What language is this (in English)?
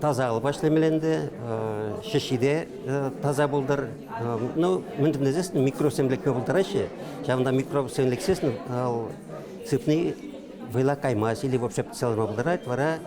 Chuvash